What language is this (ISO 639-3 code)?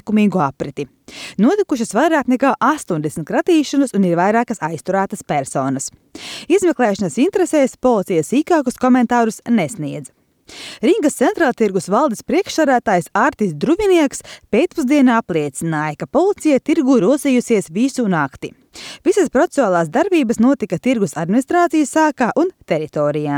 lav